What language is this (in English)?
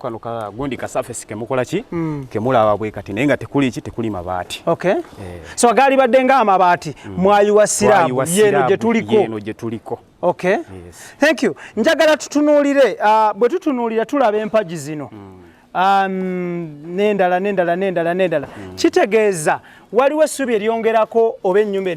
Ganda